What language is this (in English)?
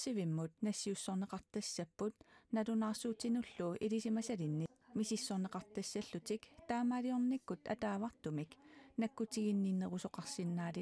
Kalaallisut